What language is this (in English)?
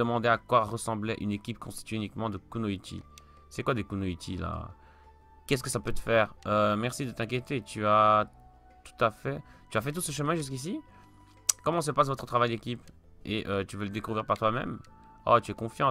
French